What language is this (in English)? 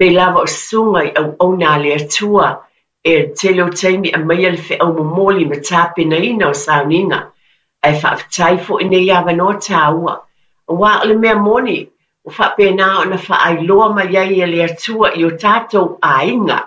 Samoan